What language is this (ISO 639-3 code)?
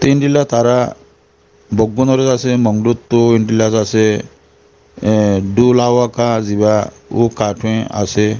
rhg